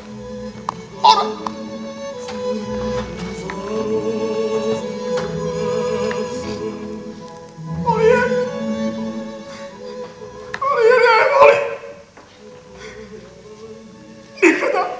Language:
Croatian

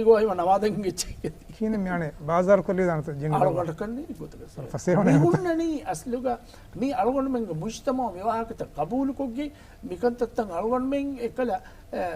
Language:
Divehi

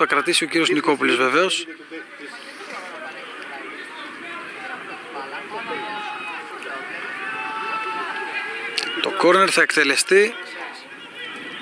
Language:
Greek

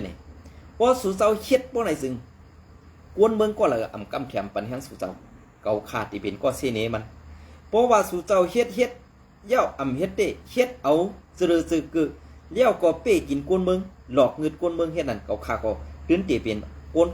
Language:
Shan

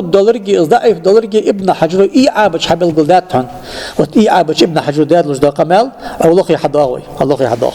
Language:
Ingush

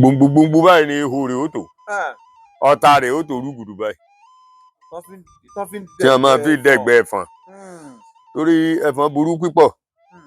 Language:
Yoruba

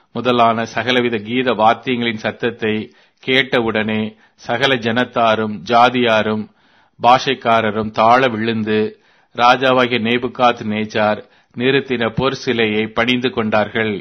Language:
Tamil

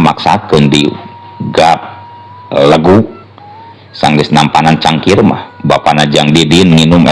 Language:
Sundanese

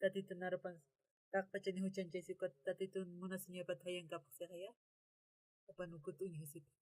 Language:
Aymara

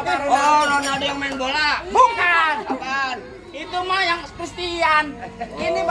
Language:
Betawi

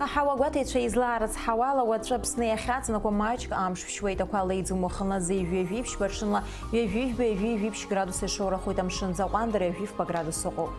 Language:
Abkhazian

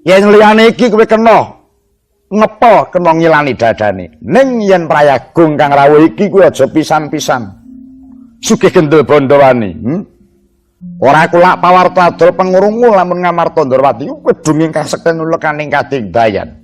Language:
Javanese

